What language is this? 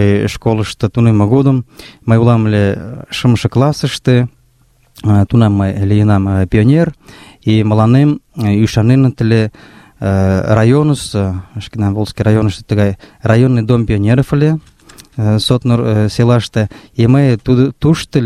Mari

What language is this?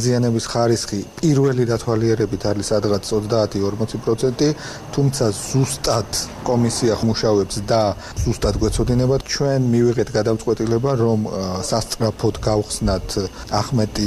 Georgian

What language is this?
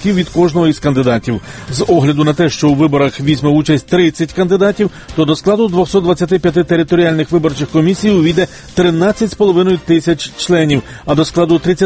Ukrainian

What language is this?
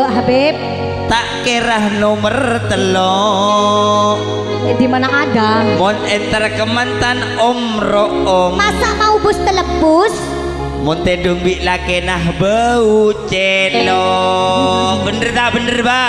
Madurese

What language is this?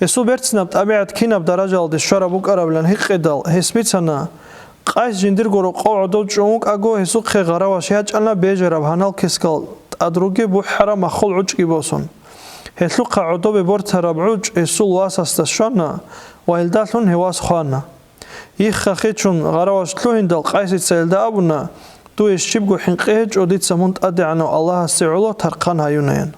Avaric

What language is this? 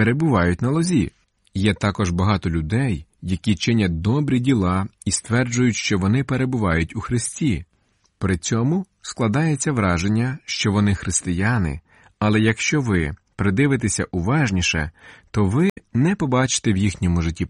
Ukrainian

